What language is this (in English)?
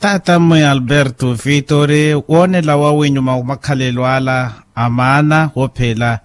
Makhuwa